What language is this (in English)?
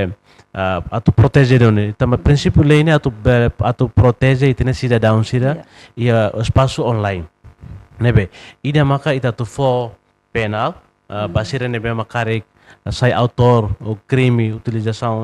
Tetum